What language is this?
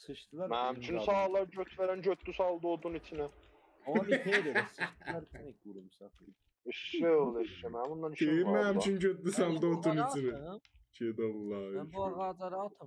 South Azerbaijani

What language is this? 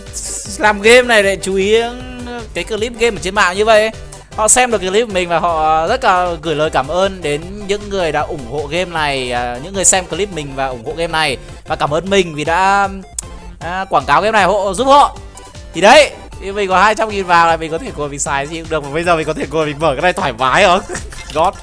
Vietnamese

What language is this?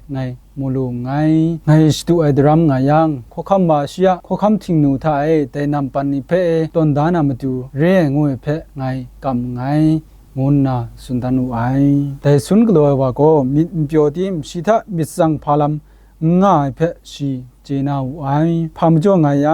Kachin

